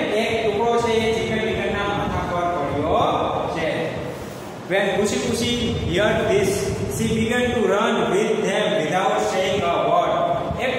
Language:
Gujarati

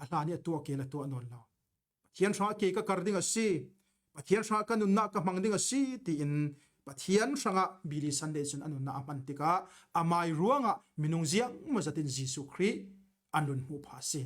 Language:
Falam Chin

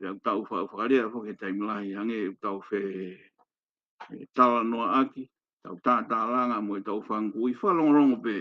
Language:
Tongan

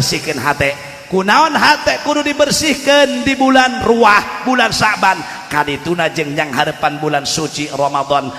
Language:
Sundanese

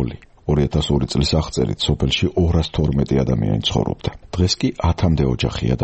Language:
Georgian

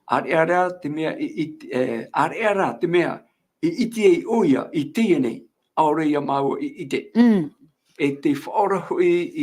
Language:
Tahitian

